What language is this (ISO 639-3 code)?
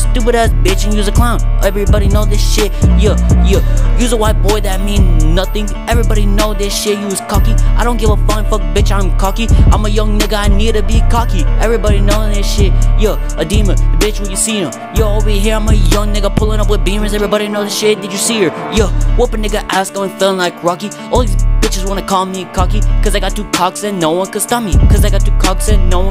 eng